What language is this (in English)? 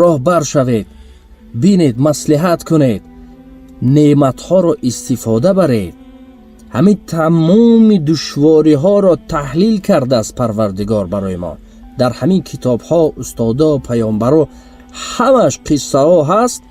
Tajik